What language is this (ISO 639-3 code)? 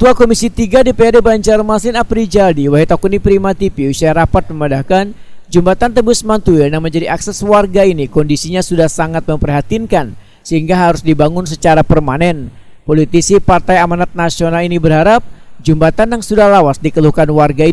bjn